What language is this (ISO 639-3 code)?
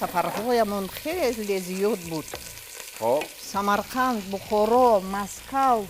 tgk